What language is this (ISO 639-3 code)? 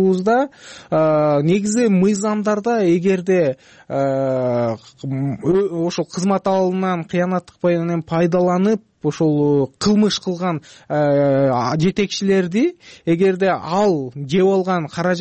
kir